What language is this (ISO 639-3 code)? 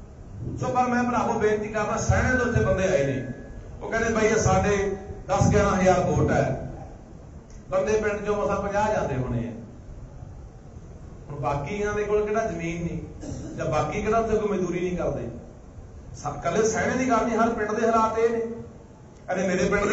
pan